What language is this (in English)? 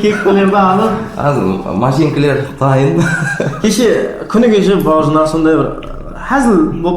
Kara-Kalpak